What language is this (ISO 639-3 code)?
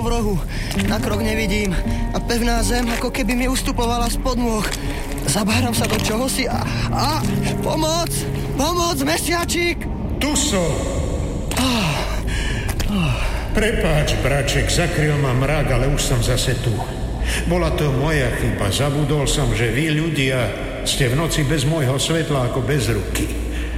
slk